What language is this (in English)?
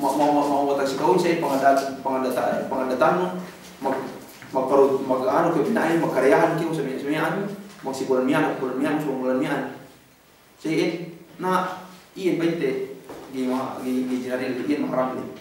Yakan